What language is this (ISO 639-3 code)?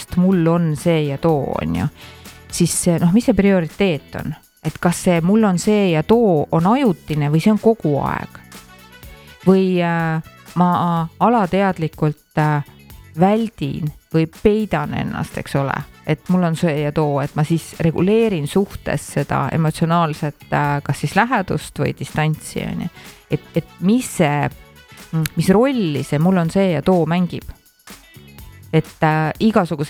est